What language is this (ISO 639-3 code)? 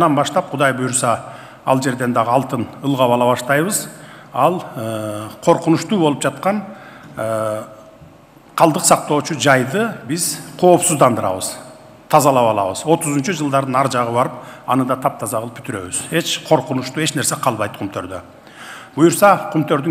kir